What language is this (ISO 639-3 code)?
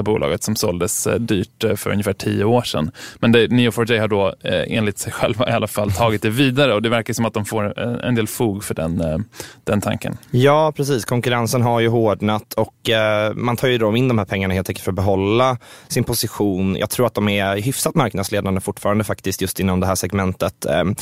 swe